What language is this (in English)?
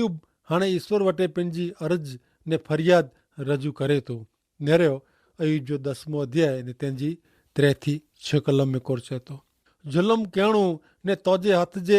Kachhi